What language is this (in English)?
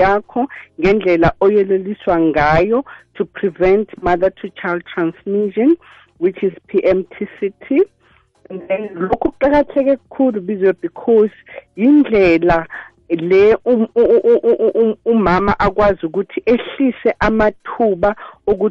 South Ndebele